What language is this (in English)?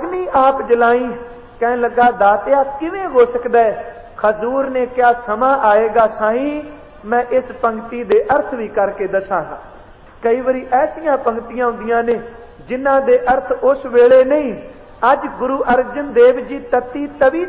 Punjabi